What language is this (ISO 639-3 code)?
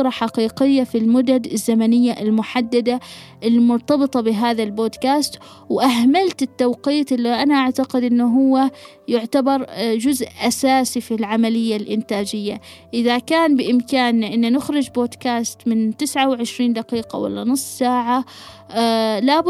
afb